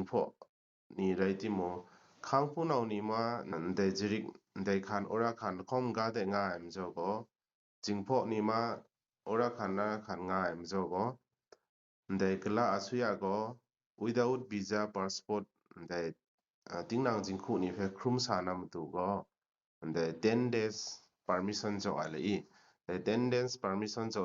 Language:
Kachin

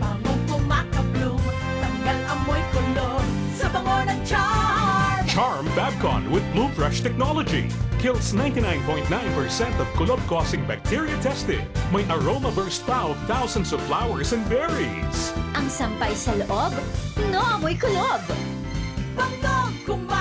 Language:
Bikol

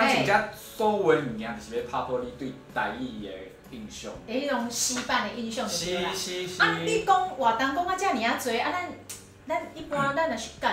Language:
Min Nan Chinese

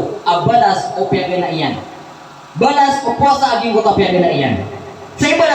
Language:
Maranao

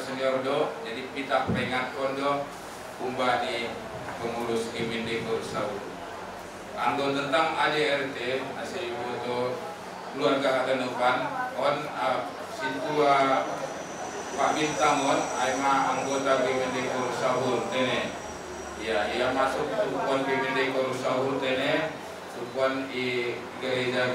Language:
Batak Simalungun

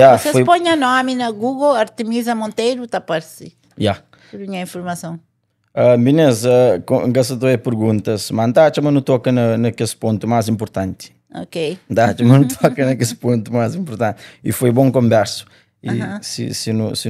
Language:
Kabuverdianu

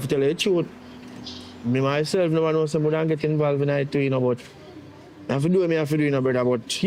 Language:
Jamaican Creole English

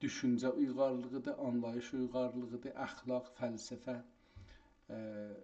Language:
South Azerbaijani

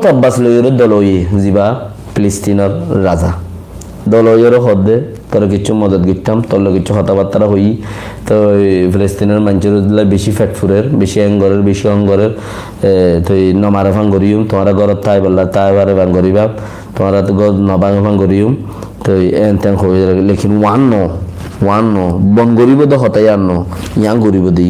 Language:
Rohingya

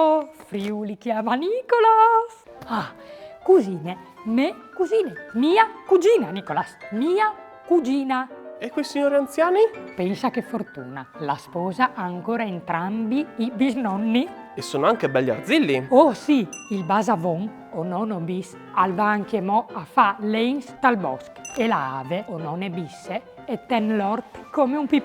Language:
Friulian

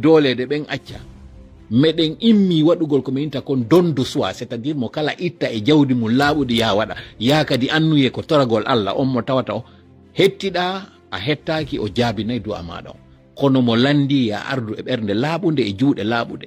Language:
Fula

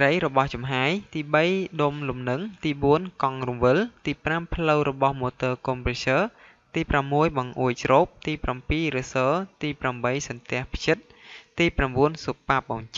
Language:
Khmer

